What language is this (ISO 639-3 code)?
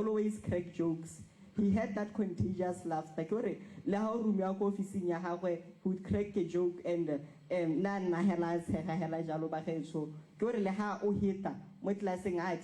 tsn